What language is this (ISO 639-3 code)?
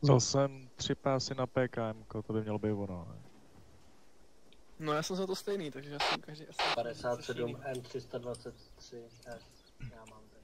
ces